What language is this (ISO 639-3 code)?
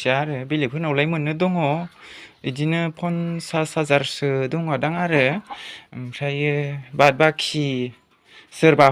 brx